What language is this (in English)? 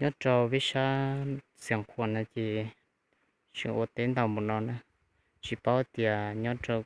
Hmong